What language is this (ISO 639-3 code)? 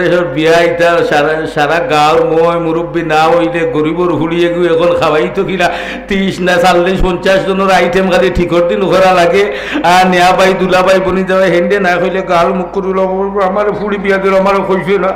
syl